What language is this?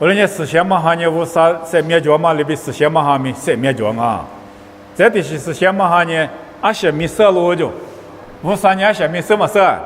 Lisu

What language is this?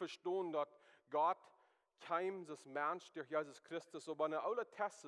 Plautdietsch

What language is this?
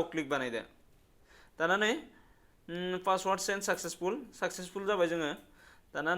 Bodo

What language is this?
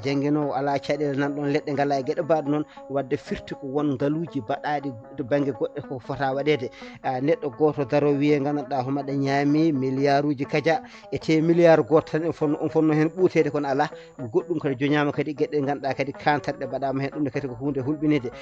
Fula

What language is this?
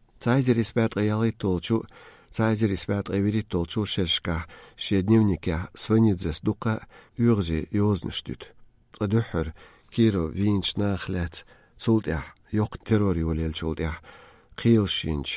Chechen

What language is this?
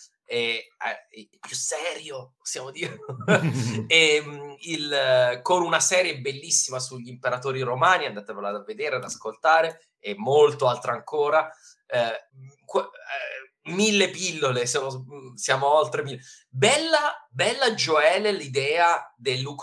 Italian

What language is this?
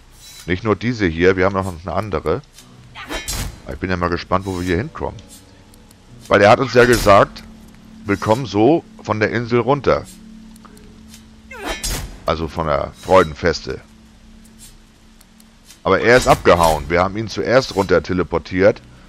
German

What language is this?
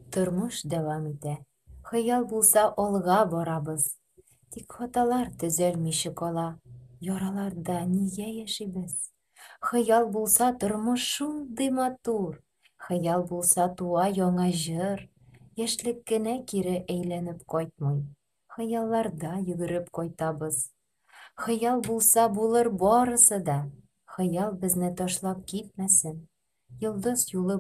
Tatar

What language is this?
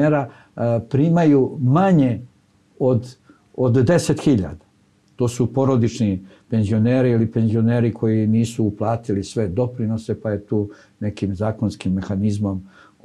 Serbian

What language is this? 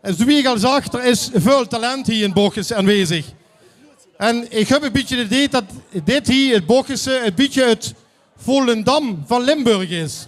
Limburgish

